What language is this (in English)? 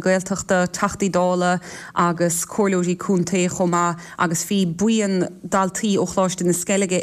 Irish